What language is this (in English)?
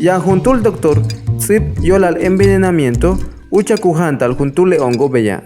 Yucateco